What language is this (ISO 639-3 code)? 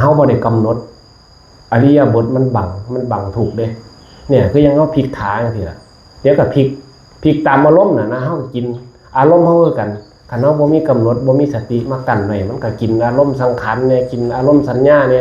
tts